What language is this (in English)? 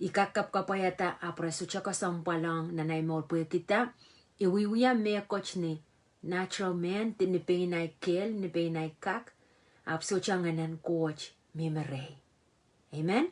Pohnpeian